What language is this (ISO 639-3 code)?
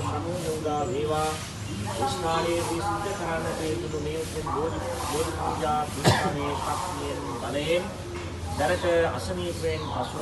sin